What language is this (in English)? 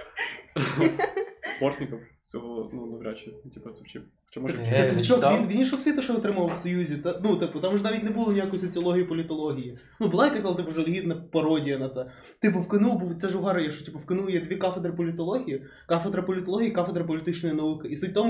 Ukrainian